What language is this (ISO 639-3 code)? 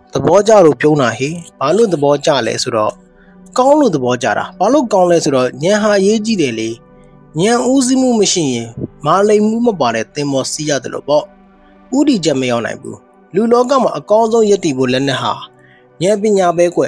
mya